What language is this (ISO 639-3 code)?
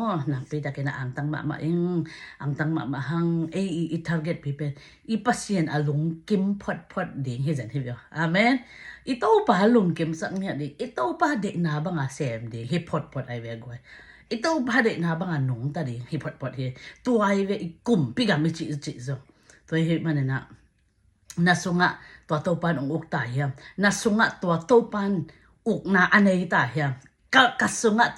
ctd